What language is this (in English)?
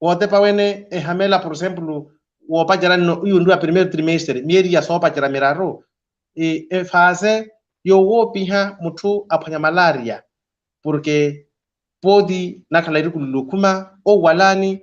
Makhuwa